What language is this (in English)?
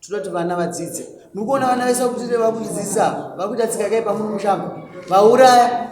Shona